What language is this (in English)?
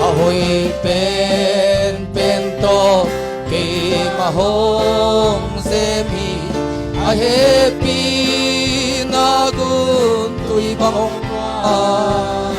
Tedim Chin